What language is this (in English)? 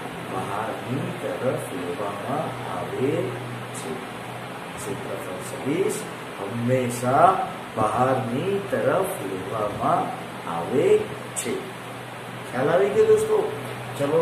Gujarati